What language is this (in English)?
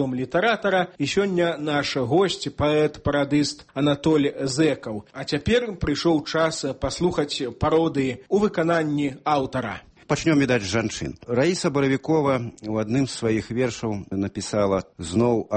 Belarusian